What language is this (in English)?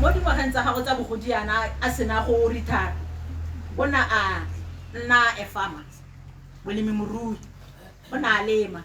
Tswana